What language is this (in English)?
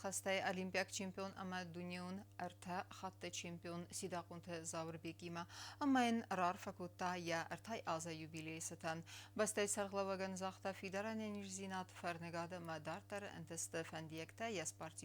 Ossetic